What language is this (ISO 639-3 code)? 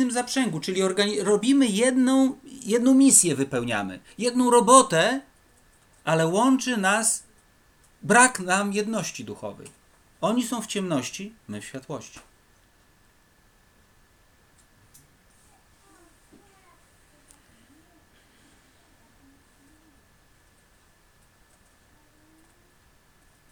pol